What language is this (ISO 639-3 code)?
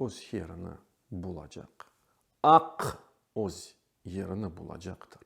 crh